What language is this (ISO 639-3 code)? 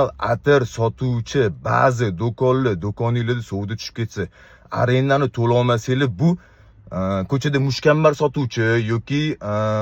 uzb